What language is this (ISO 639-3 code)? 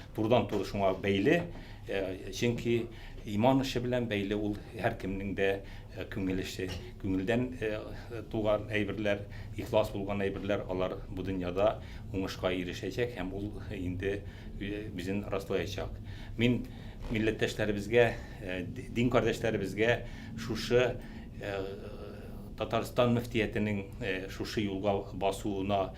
tat